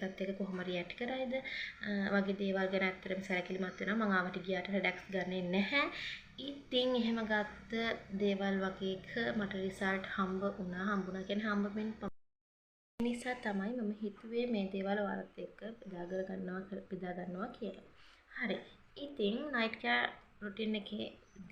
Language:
Sinhala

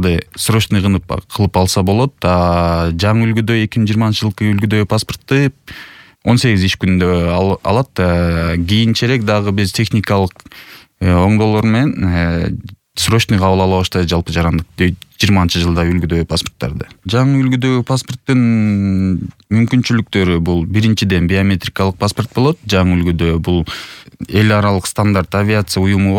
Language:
Kyrgyz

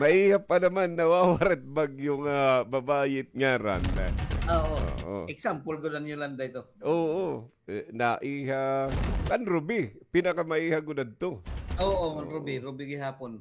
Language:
Waray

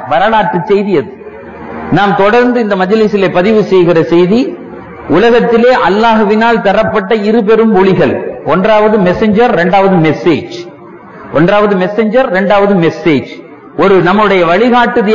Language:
Tamil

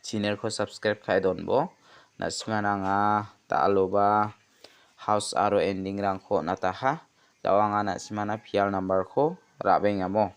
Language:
Garo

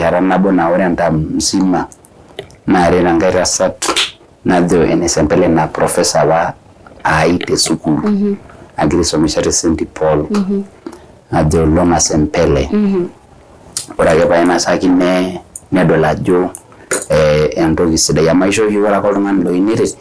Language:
Masai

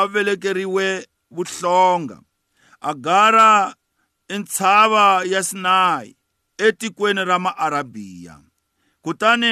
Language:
Tsonga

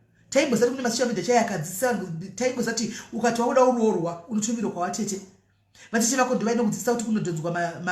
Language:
Shona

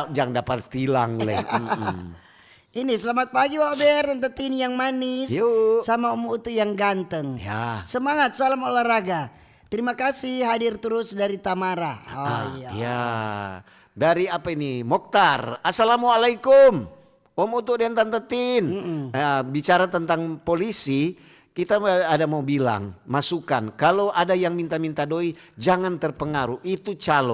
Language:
Manado Malay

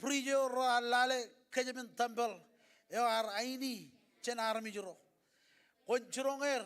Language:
Marshallese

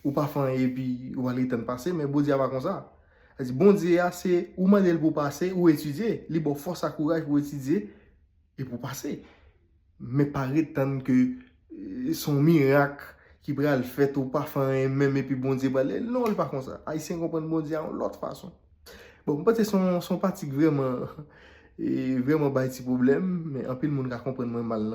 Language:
Haitian Creole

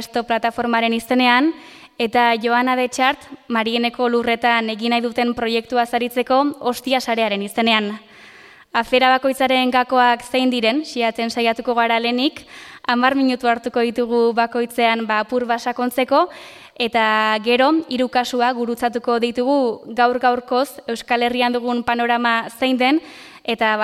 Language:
Basque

